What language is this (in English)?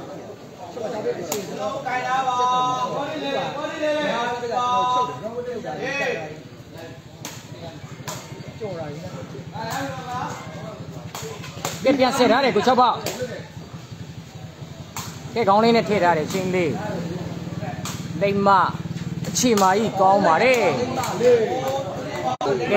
Burmese